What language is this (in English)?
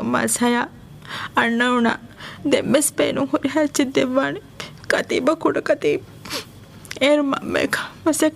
Divehi